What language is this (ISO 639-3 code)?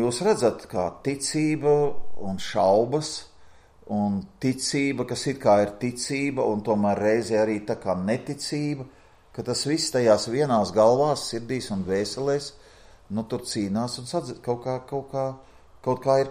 lav